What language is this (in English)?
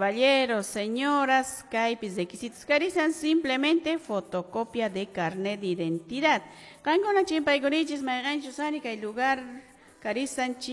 Quechua